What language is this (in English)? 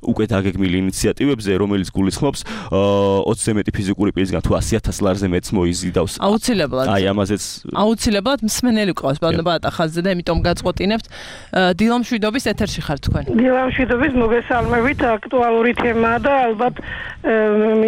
Georgian